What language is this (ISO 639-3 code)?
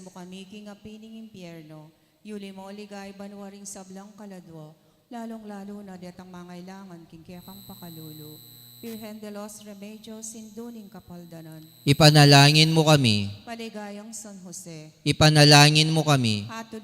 pam